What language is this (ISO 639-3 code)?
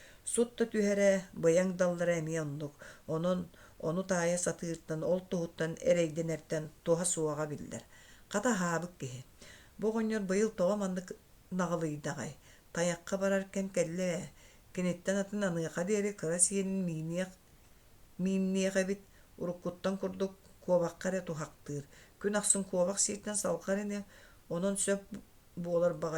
sah